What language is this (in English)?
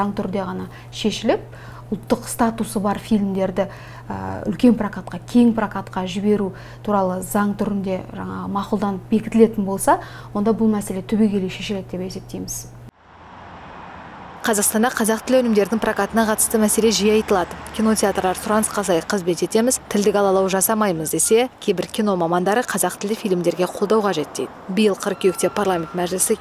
Kazakh